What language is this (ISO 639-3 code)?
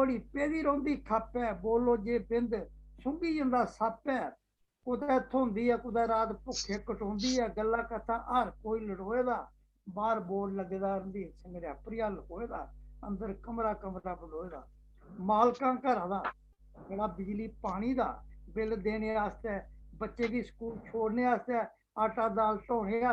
doi